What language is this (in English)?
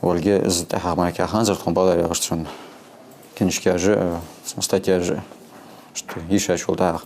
Ingush